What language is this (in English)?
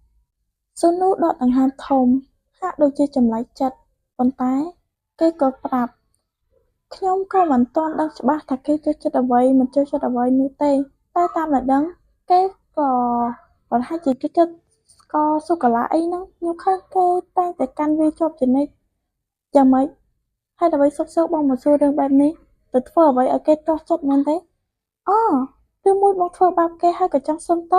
Khmer